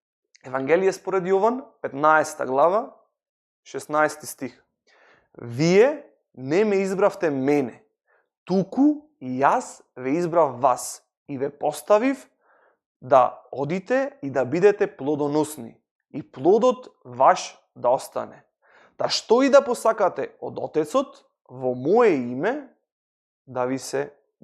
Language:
Macedonian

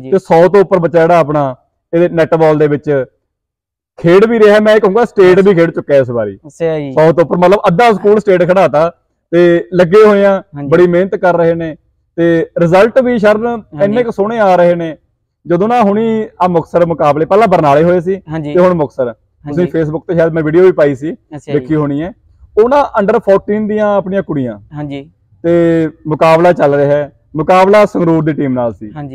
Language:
Punjabi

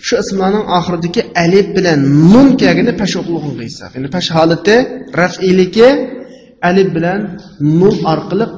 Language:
Uyghur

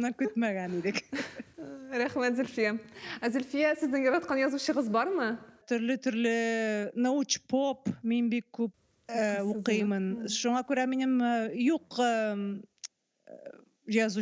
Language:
Tatar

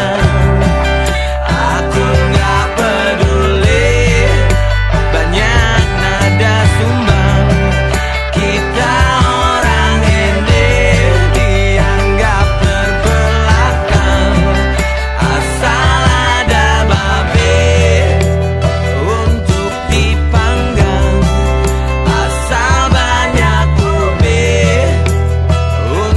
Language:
Indonesian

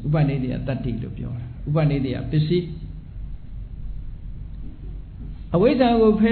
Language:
Burmese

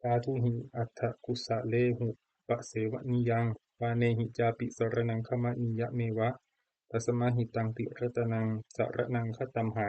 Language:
Pali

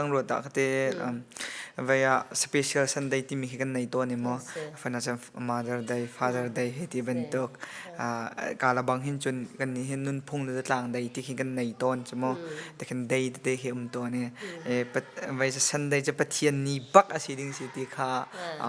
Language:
Hakha Chin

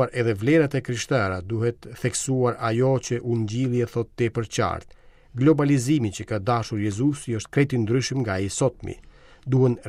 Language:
Albanian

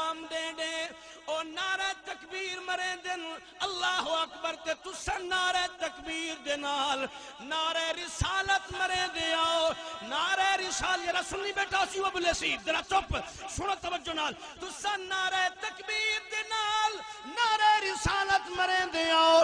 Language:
Saraiki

